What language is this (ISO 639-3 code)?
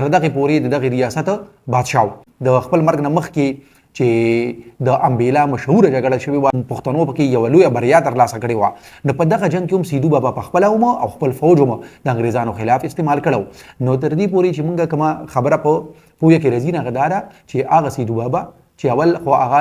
pus